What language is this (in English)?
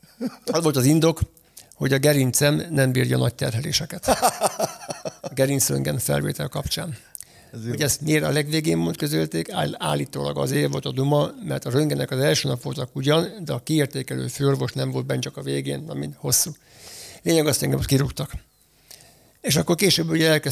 Hungarian